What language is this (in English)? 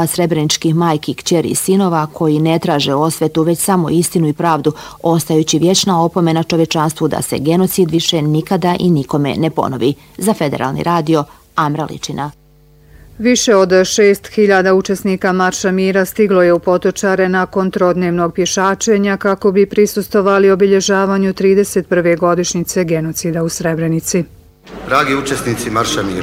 Bosnian